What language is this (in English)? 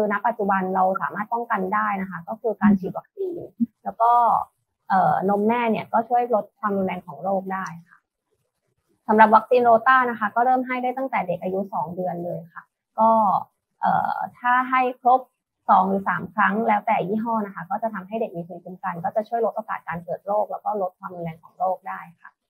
Thai